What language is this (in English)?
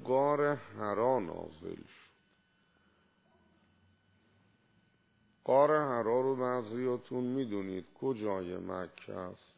Persian